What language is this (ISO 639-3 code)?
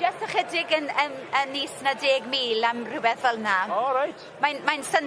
cym